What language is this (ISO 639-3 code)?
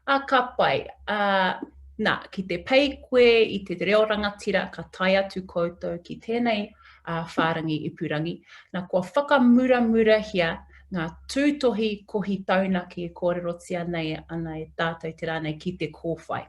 mri